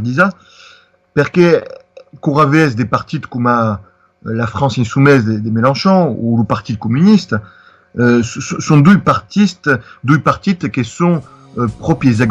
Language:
Occitan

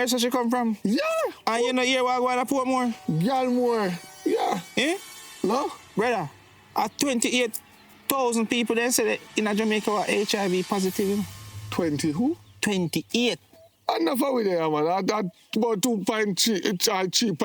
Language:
Jamaican Creole English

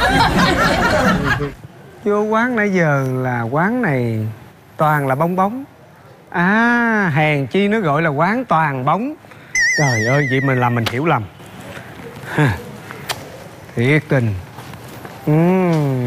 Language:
Vietnamese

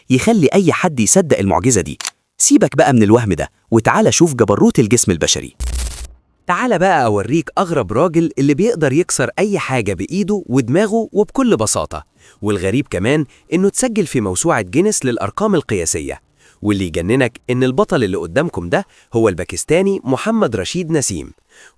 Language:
Egyptian Arabic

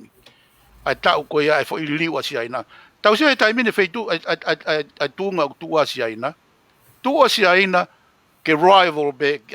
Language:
Tongan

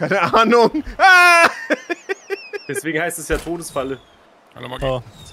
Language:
German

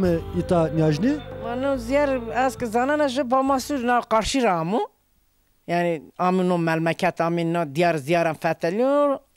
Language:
Zaza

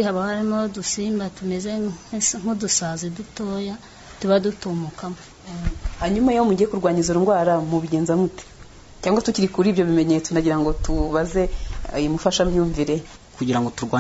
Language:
Kinyarwanda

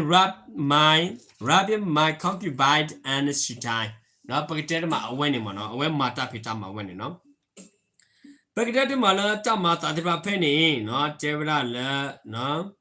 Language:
S'gaw Karen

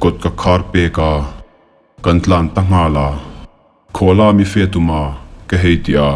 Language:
Hmar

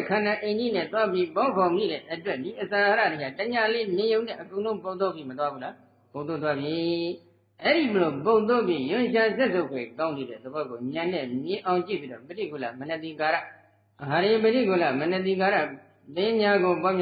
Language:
Burmese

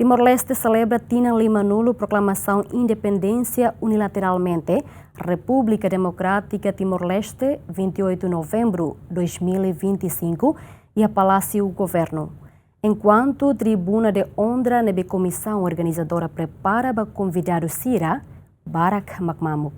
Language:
Tetum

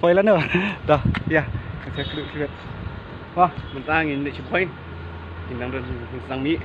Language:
Khasi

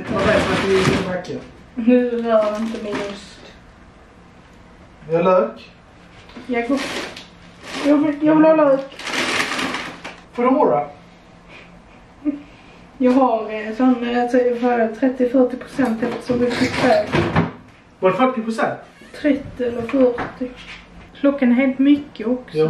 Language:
Swedish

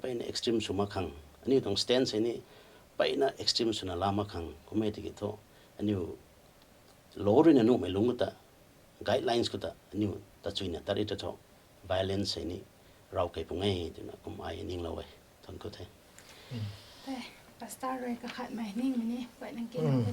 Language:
Rongmei Naga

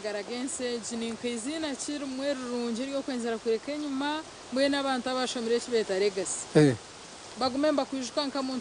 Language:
Nyankole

